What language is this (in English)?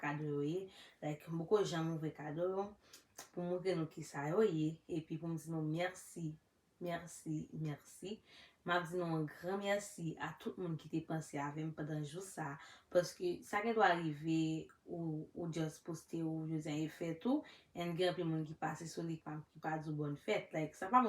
Haitian Creole